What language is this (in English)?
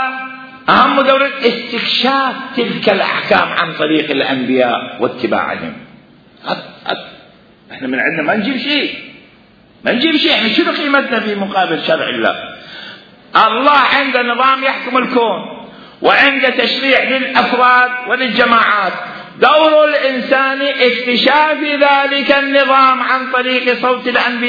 Mesopotamian Arabic